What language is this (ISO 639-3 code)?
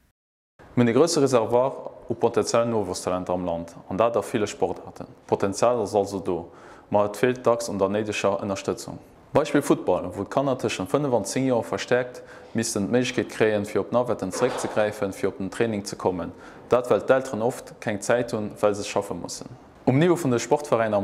ltz